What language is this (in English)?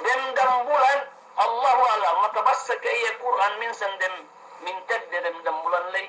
Yakan